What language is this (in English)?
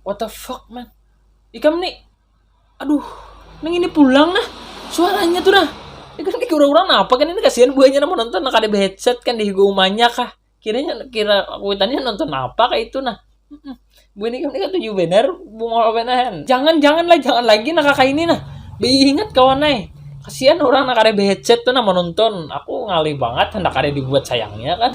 Banjar